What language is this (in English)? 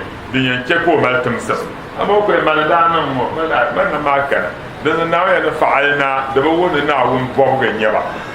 Dagbani